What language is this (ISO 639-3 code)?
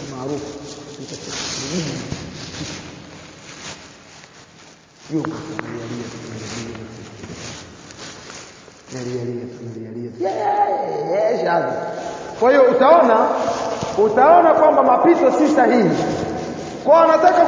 swa